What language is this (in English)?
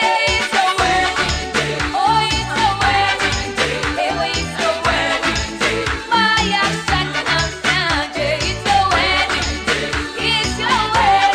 Northern Sotho